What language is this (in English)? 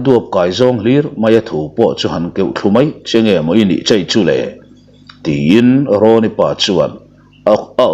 Mizo